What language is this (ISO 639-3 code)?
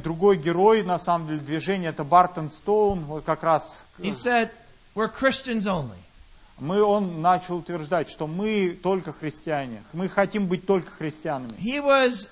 rus